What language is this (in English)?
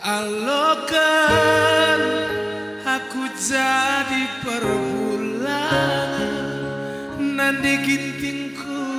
Batak Karo